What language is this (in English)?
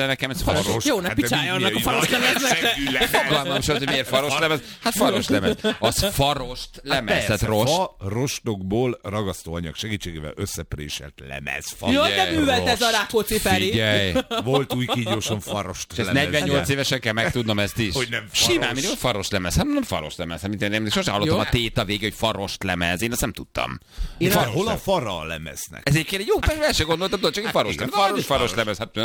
Hungarian